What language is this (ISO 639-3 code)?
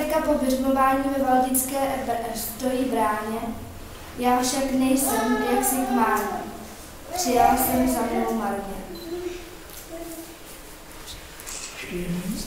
ces